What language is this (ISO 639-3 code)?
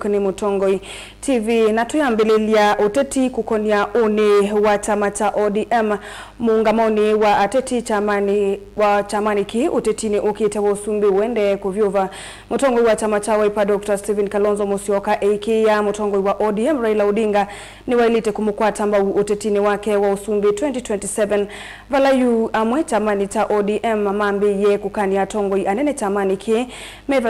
kam